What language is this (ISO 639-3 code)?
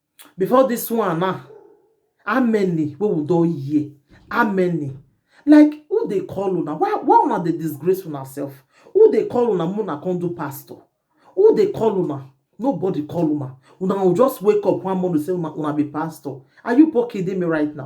pcm